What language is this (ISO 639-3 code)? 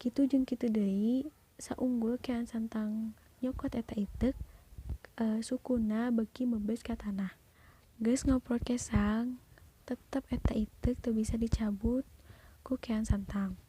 sun